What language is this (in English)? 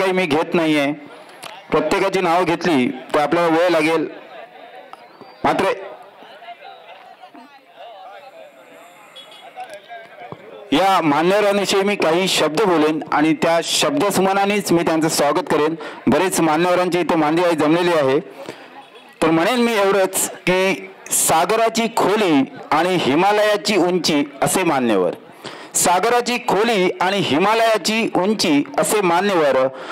Marathi